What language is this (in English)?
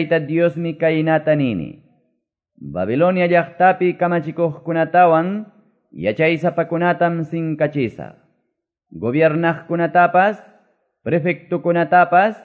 Quechua